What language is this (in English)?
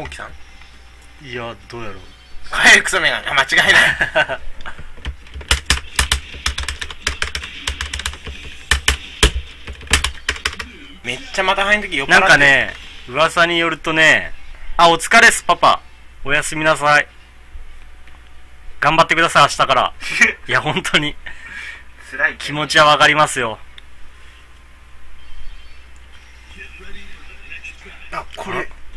Japanese